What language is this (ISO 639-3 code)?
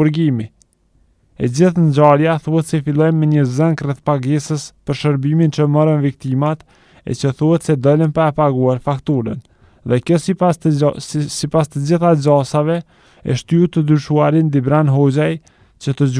sqi